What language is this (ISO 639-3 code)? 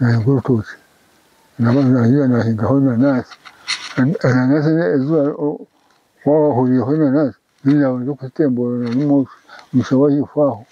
nyn